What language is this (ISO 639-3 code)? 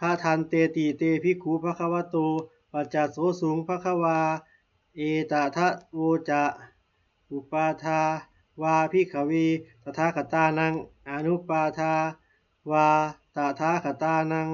pli